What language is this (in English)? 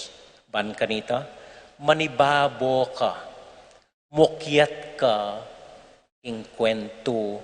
Pampanga